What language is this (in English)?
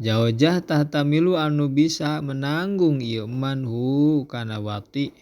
Sundanese